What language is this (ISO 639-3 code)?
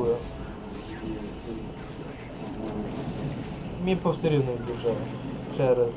ukr